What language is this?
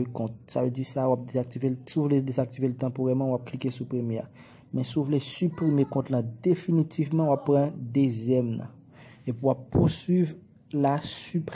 Haitian Creole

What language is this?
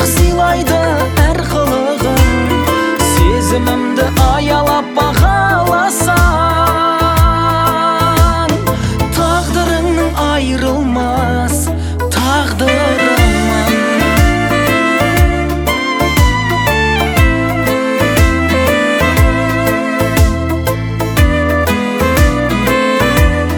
Kazakh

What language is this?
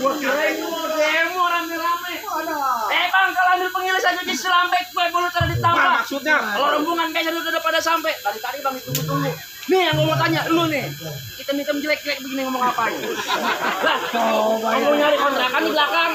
Betawi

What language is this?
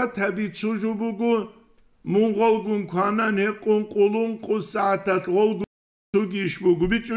Avaric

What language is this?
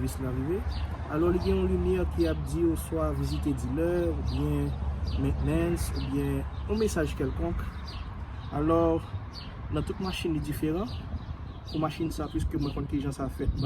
Haitian Creole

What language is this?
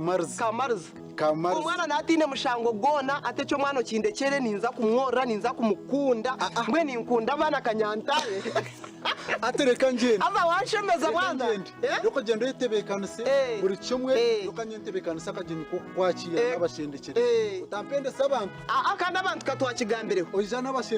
Nyankole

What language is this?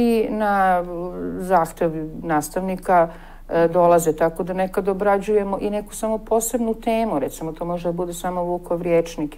Serbian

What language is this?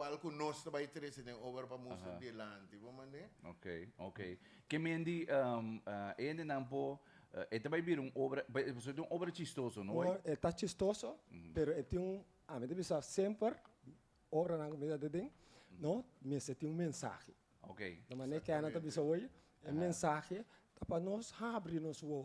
Papiamento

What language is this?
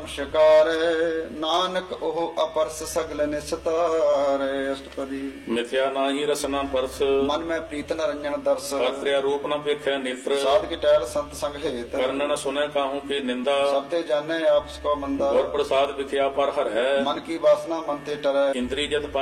Punjabi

